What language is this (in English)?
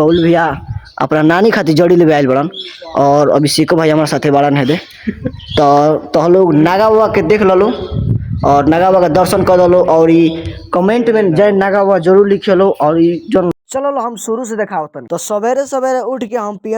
Bhojpuri